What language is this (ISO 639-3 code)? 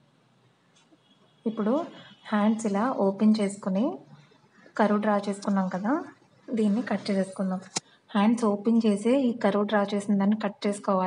tel